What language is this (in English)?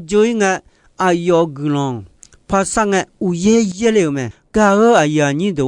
Akha